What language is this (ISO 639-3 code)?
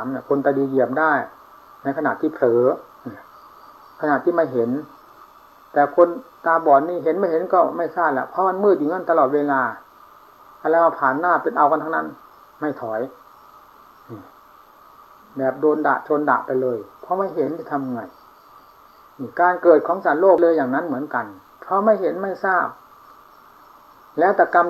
tha